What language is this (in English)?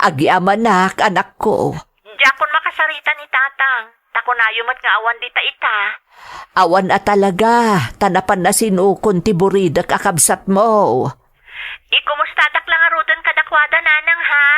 Iloko